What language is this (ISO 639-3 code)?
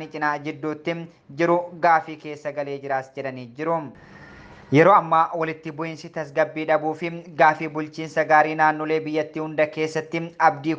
orm